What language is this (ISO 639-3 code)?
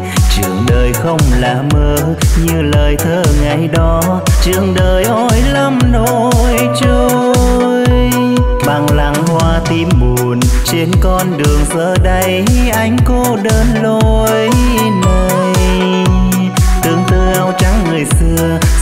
vie